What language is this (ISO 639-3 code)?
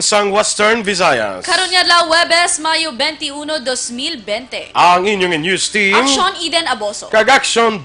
hil